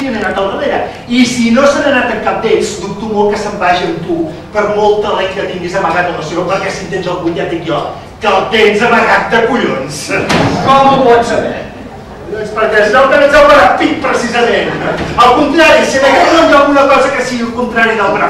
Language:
Catalan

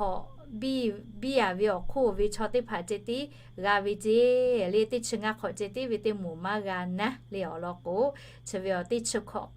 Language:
Lahu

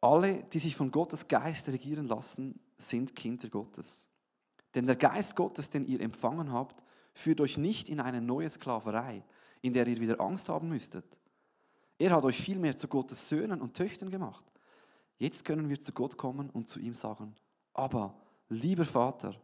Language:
Swiss German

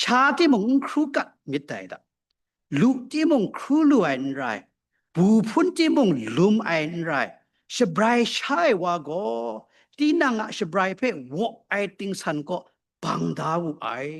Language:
Kachin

